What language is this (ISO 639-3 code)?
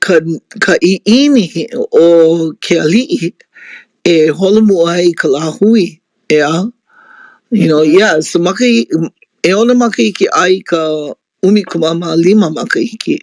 haw